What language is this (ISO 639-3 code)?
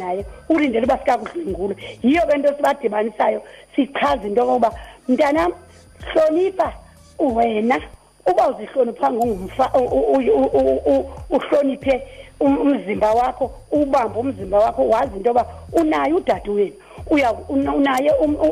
xho